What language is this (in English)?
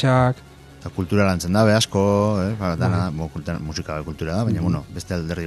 Basque